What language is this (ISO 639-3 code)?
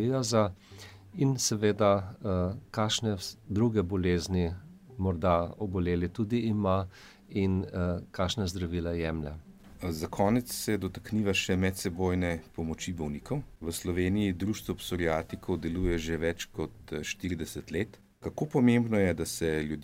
slv